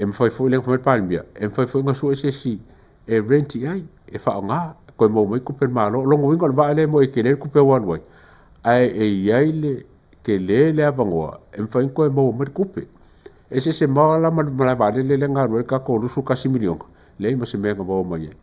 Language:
Samoan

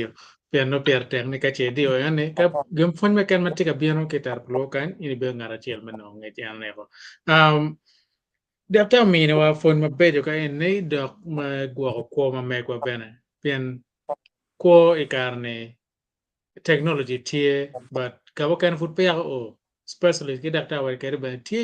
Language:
Acoli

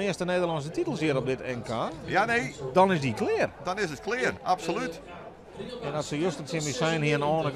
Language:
Western Frisian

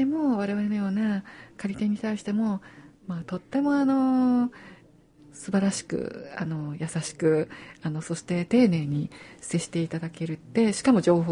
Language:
Japanese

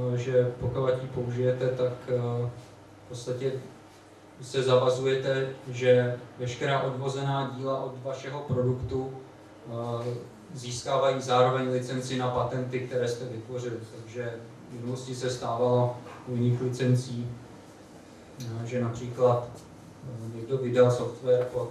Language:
Czech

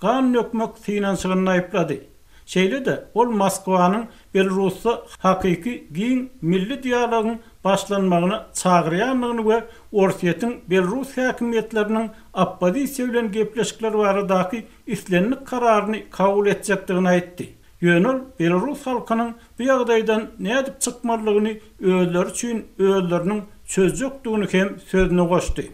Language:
Turkmen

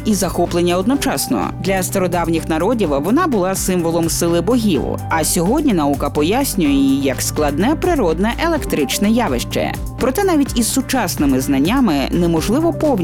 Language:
Ukrainian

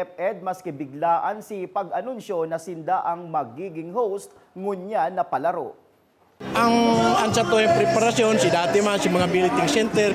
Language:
Bikol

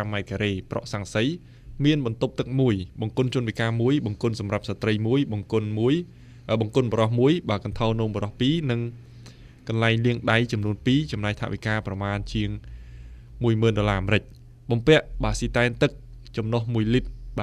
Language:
Khmer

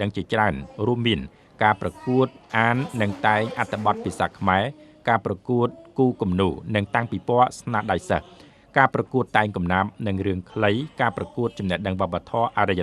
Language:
Khmer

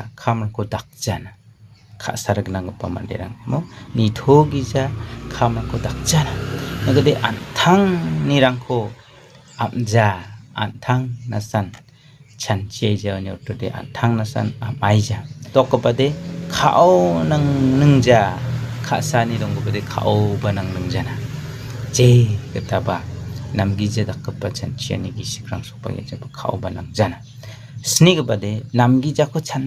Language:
Garo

